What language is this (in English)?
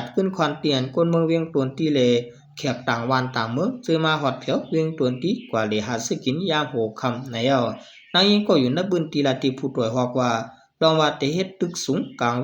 Shan